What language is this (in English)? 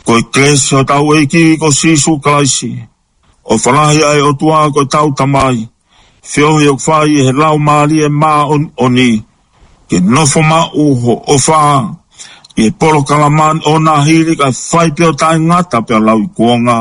Tongan